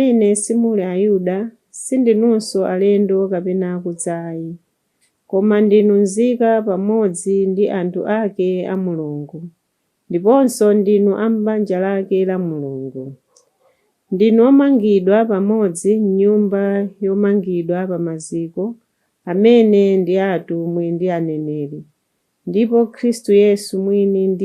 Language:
Nyanja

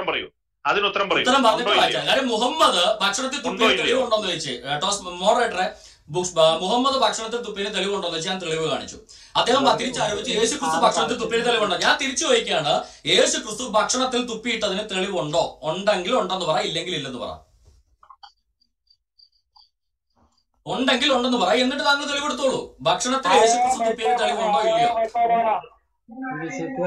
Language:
Malayalam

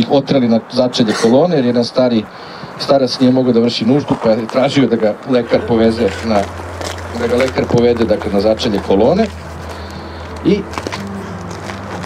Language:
Serbian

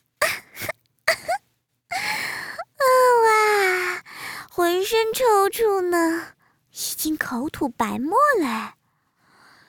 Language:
Chinese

